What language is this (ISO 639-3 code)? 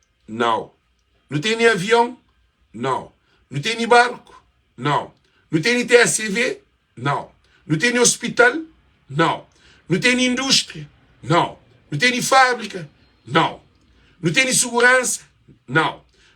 kea